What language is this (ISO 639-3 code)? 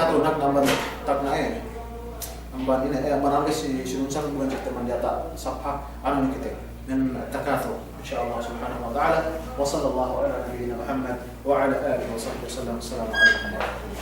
yka